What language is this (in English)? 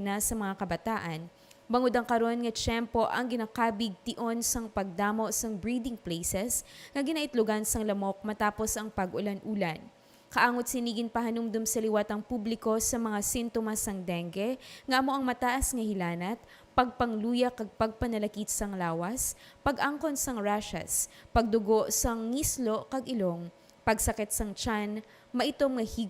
Hiligaynon